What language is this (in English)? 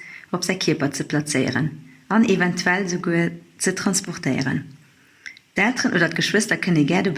Luxembourgish